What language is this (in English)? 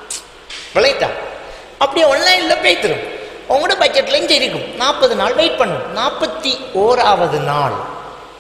Tamil